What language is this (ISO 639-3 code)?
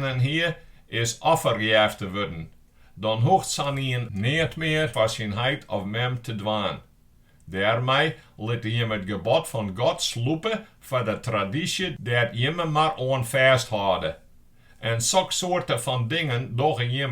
fry